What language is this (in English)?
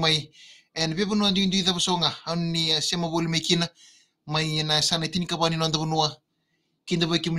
Fijian